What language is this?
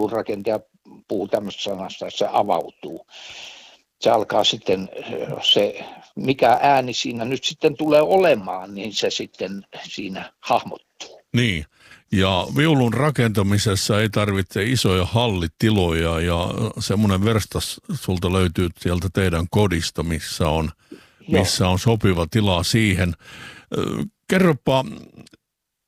Finnish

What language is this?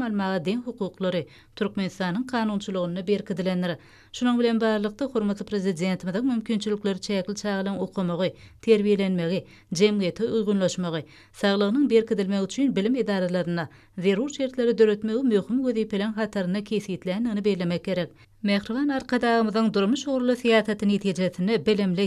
Turkmen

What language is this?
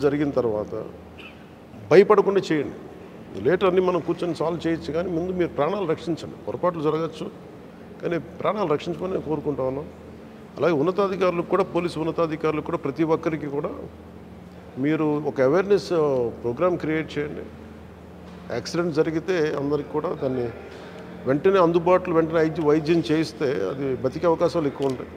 Telugu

